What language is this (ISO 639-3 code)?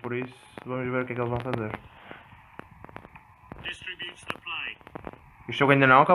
por